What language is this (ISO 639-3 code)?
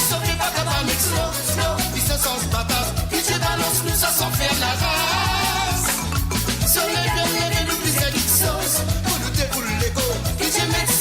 mfe